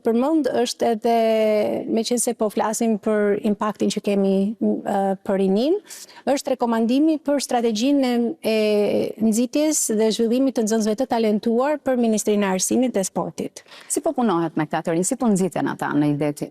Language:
Albanian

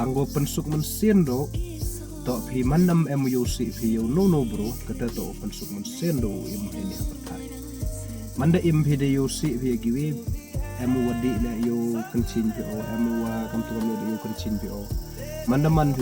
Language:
Khasi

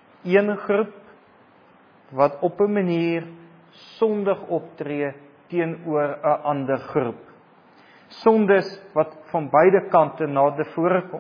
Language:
Afrikaans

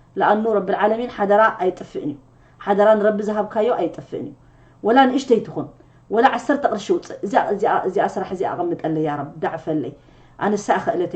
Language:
Tigrinya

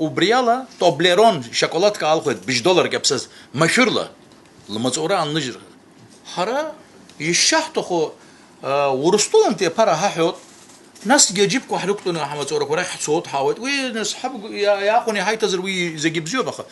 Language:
Abkhazian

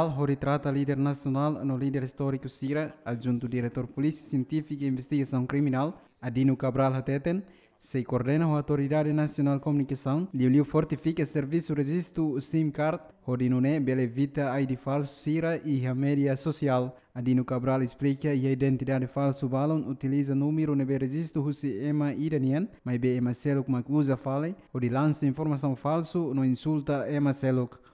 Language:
Tetum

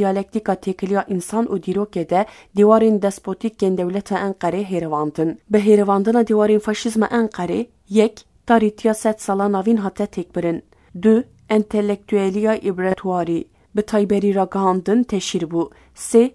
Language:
Kurdish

